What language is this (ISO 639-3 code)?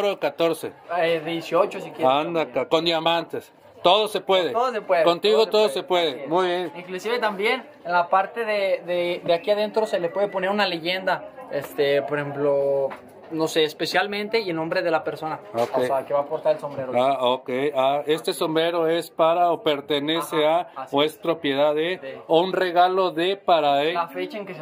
spa